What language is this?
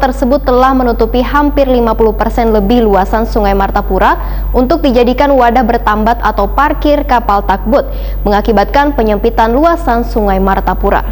Banjar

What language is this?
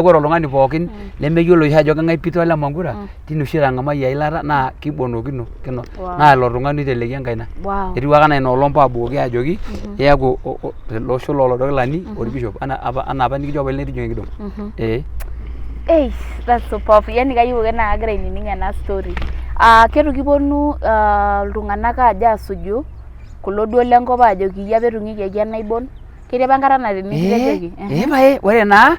Masai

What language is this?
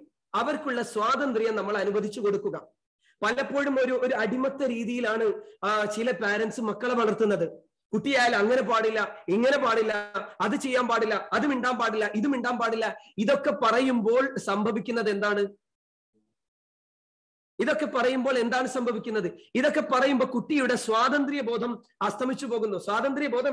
Malayalam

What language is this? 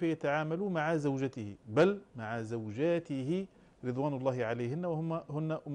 Arabic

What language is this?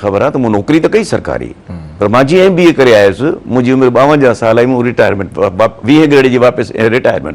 Sindhi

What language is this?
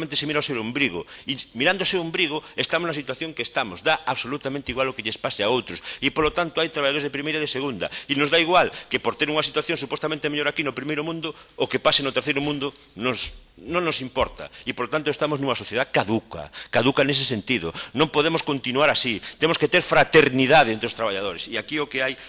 Galician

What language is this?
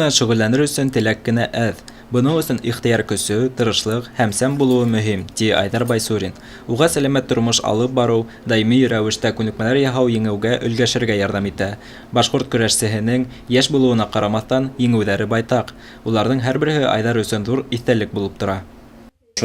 Bashkir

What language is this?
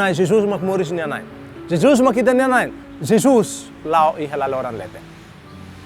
Tetum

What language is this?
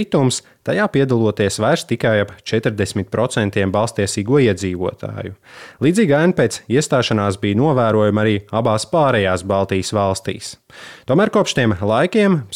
Latvian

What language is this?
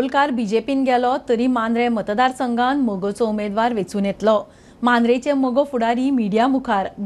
Konkani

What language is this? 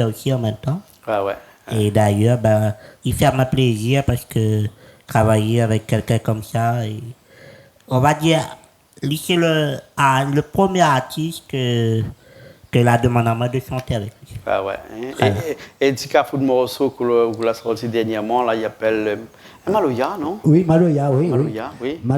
Réunion Creole French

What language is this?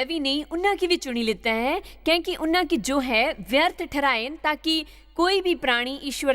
Dogri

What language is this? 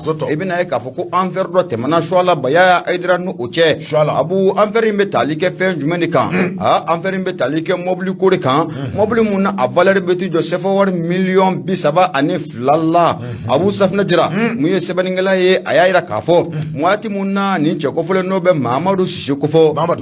Bambara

